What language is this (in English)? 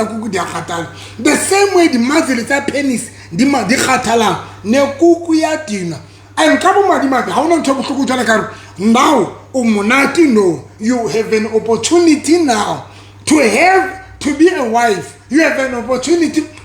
Southern Sotho